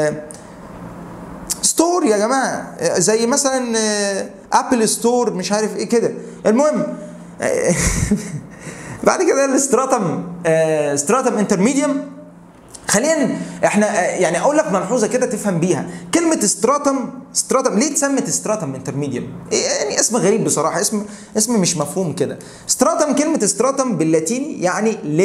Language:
Egyptian Arabic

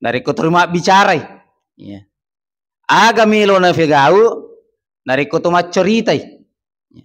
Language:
Buginese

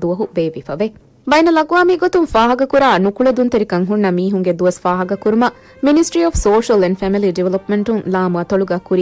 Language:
Divehi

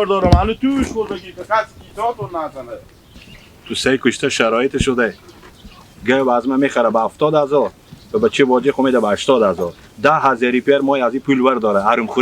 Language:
Hazaragi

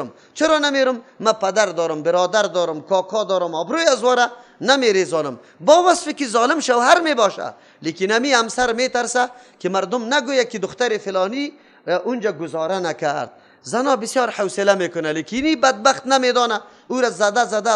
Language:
Persian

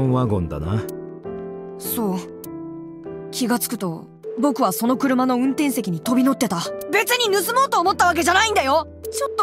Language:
Japanese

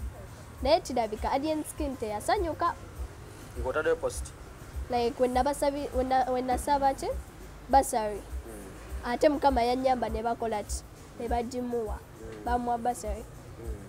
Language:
Ganda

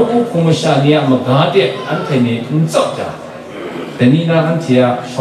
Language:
Kachin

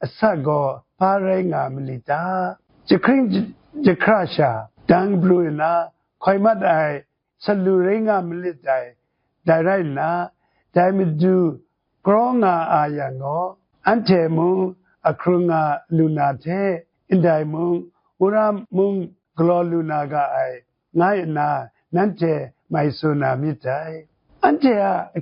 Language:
Kachin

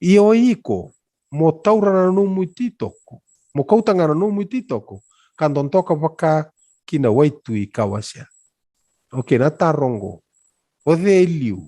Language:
Fijian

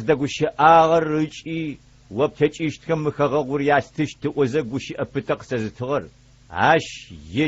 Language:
Adyghe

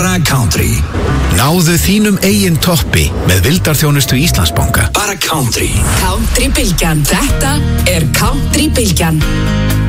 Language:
Icelandic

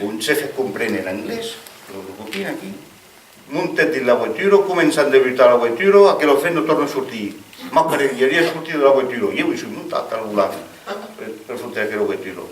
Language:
Occitan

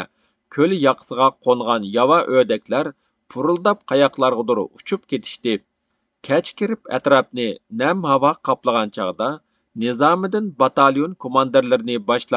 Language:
Uyghur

